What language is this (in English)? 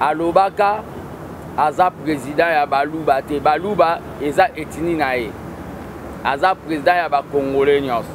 Lingala